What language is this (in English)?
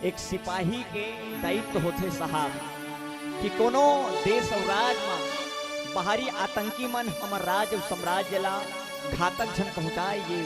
Chhattisgarhi